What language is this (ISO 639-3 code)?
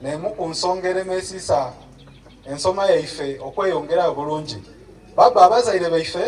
xog